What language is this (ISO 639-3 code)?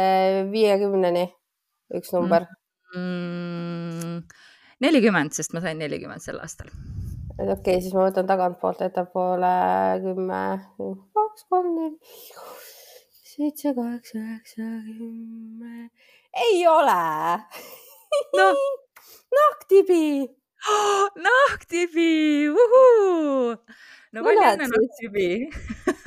est